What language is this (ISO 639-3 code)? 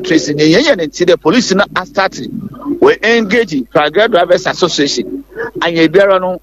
aka